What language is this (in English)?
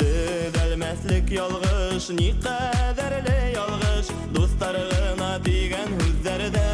Bashkir